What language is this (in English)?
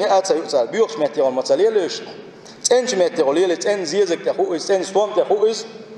Chechen